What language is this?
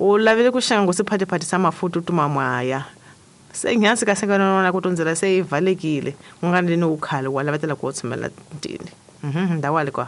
Tsonga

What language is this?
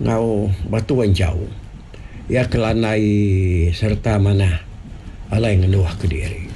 Iban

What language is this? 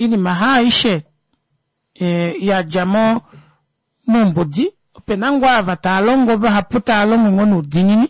Kuanyama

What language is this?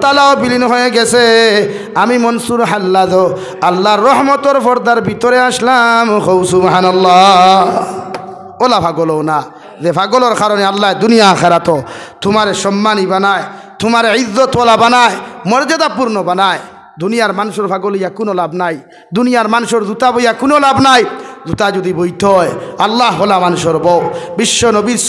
Sylheti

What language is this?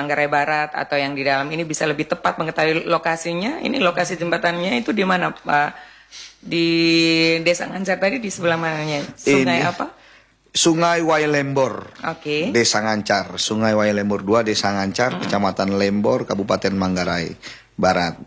Indonesian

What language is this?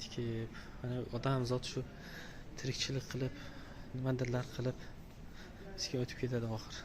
Uzbek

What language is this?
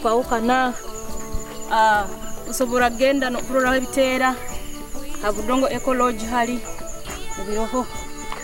Nyoro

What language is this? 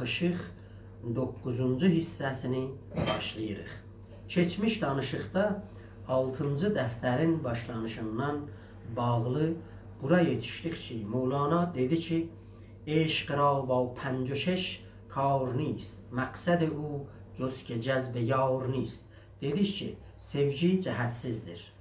South Azerbaijani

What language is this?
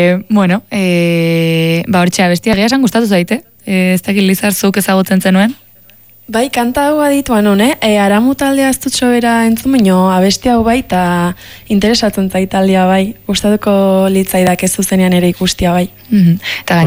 Basque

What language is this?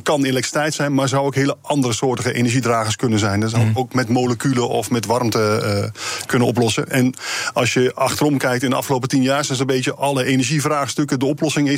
Dutch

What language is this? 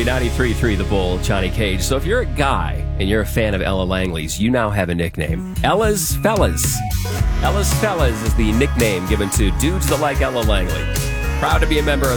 English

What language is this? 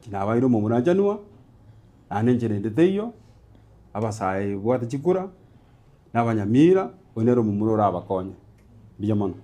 Gusii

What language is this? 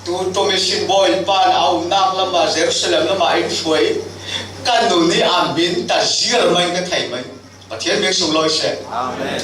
Falam Chin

